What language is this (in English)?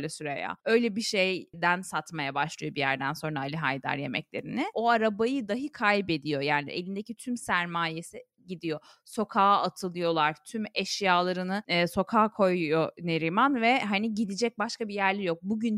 Turkish